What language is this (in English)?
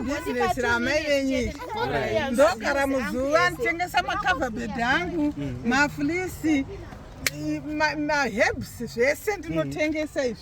Shona